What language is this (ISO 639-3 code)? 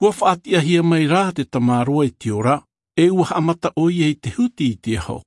tah